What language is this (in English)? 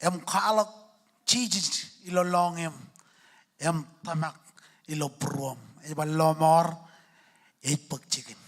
Marshallese